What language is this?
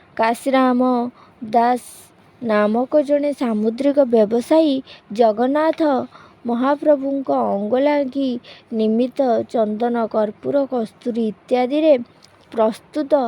Odia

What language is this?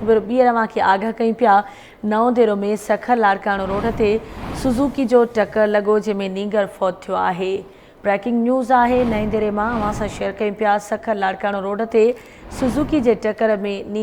Sindhi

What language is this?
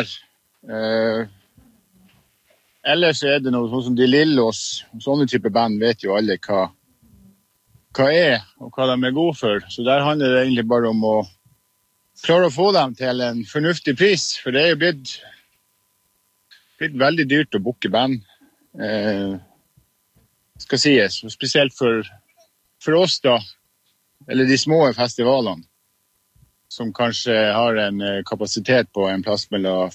Norwegian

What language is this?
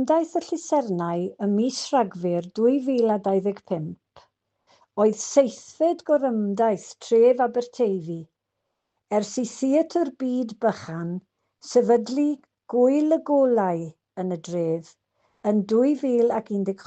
Welsh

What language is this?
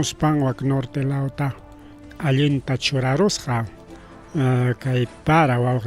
Ayacucho Quechua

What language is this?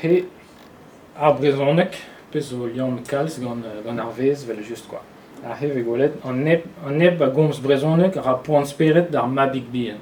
Breton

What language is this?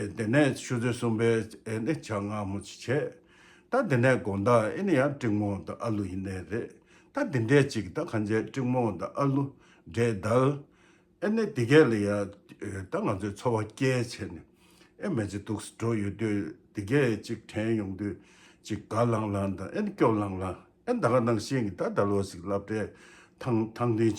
Tibetan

